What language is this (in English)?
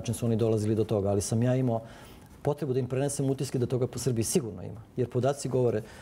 Serbian